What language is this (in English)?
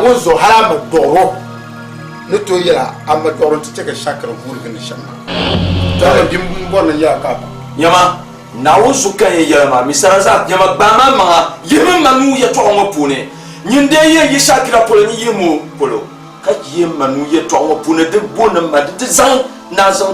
Dagbani